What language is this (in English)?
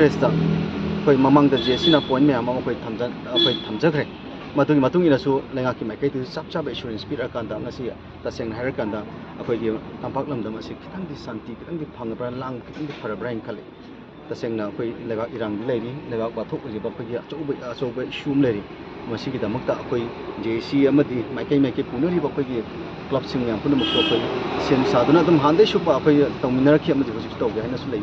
Manipuri